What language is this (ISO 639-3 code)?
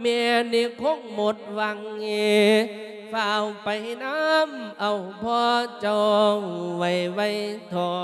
lao